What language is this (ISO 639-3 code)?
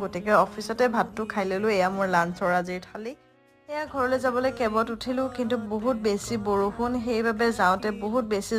asm